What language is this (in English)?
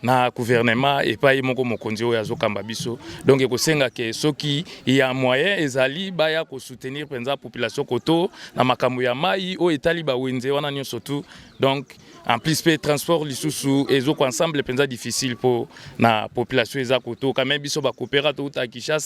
Lingala